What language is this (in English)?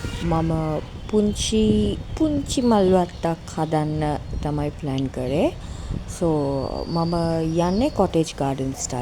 Sinhala